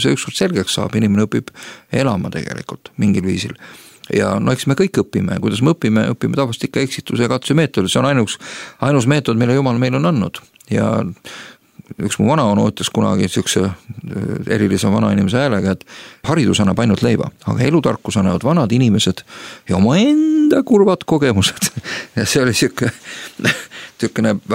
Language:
Estonian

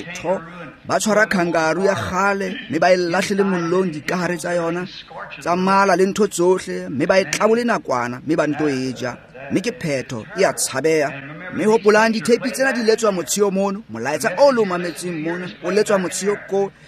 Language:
Tswana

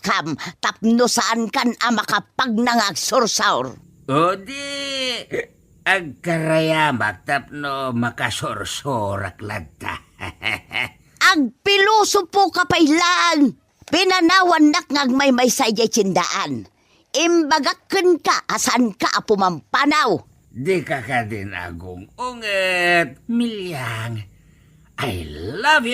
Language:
Iloko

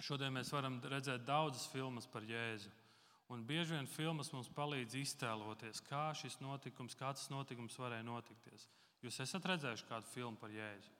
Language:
Latvian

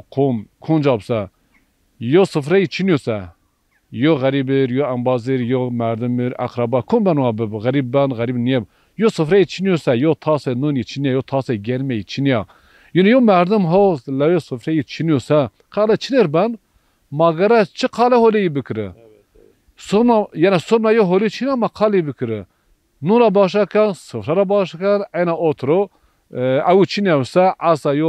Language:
Zaza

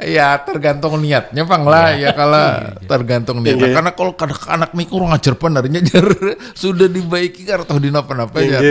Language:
Banjar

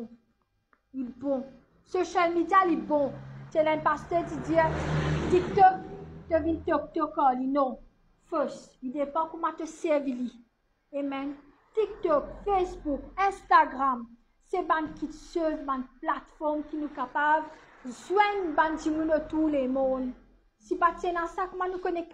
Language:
Morisyen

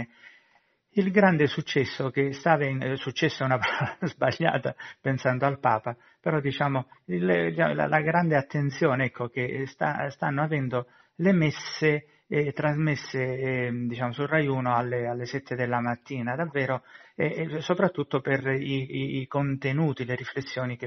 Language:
Italian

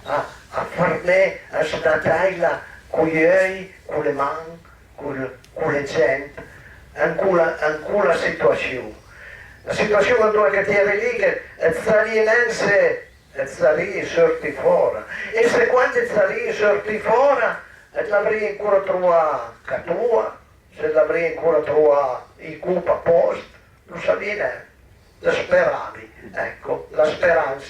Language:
Piedmontese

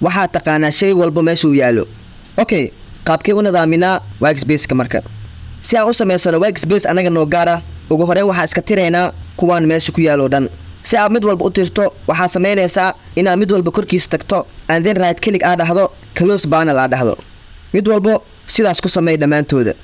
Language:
Somali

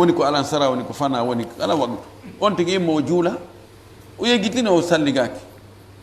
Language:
Fula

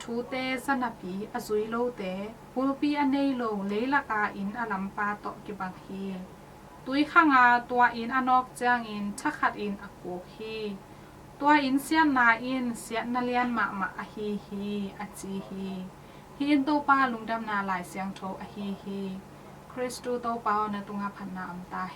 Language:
Tedim Chin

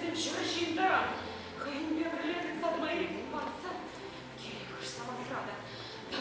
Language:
Chuvash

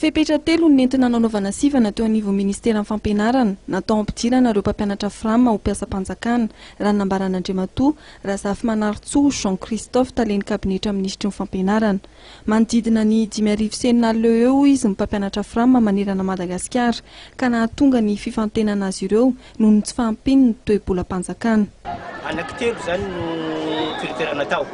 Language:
Malagasy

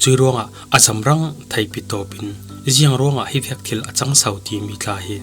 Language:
Falam Chin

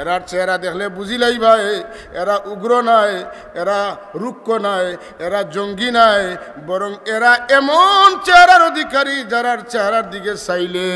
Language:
Sylheti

